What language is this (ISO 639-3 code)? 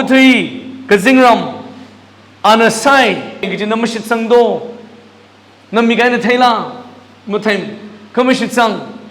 nmf